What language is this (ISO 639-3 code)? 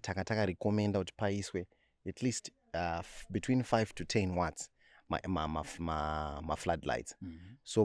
sna